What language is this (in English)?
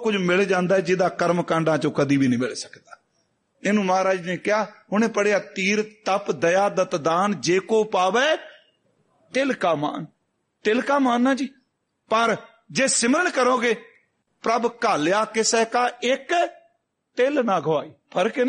Punjabi